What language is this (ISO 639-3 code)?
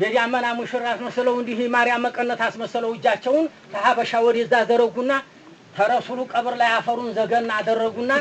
amh